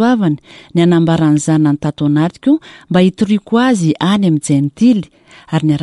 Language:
Malagasy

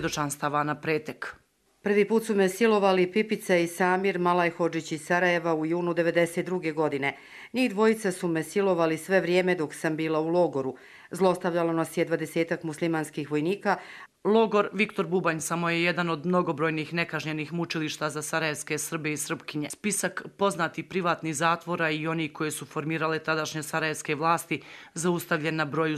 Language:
Croatian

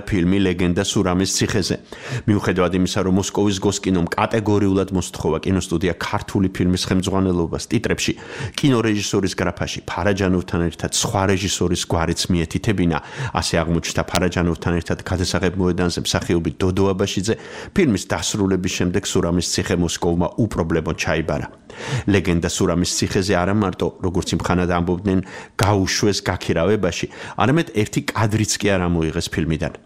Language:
Georgian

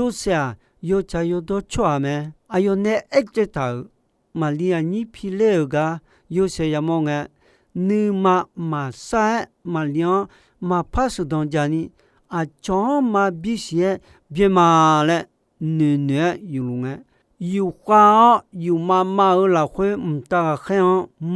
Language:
Akha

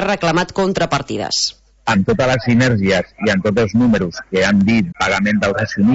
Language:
Catalan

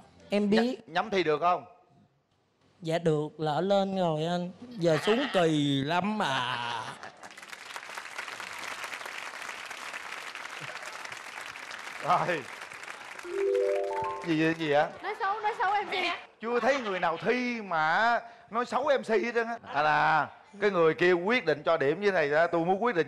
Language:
Vietnamese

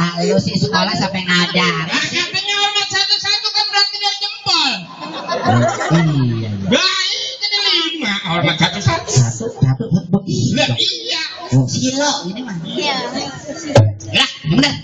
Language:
Betawi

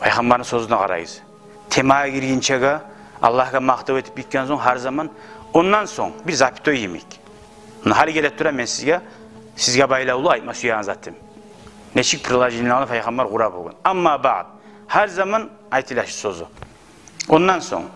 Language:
Kumyk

